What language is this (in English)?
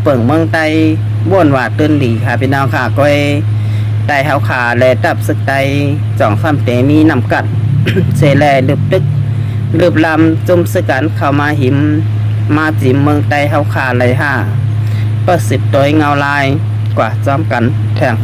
Shan